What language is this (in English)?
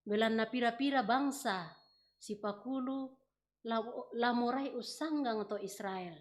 Toraja-Sa'dan